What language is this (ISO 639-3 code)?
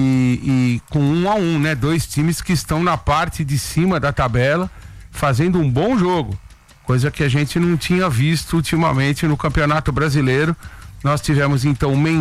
por